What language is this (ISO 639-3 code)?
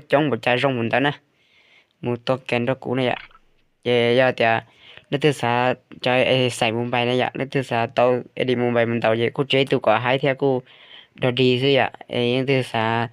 hmn